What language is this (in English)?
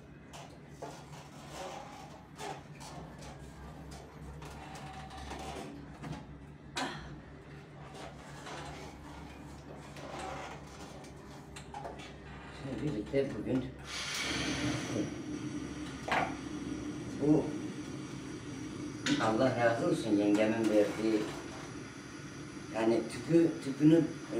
Turkish